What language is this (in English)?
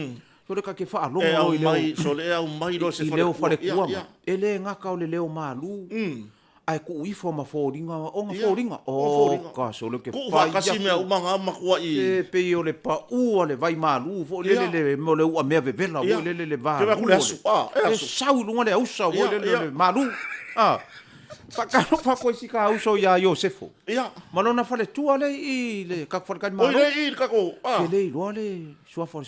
Samoan